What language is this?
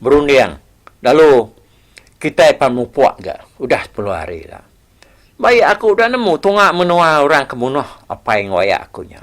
Iban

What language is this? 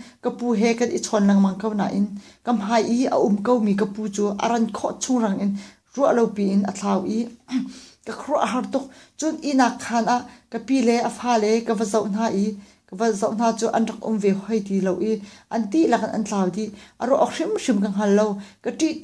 Hakha Chin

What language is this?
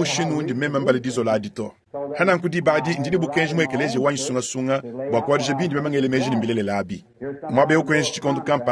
Luba-Lulua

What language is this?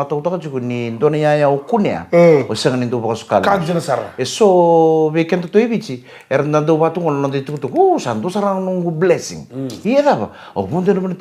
Fijian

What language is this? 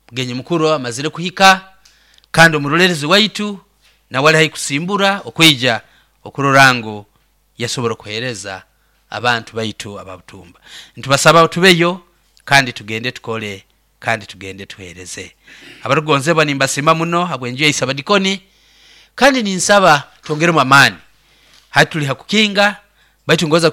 Nyoro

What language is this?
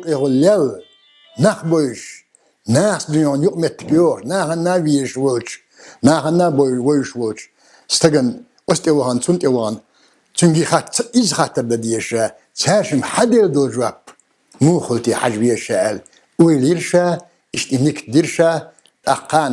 Chechen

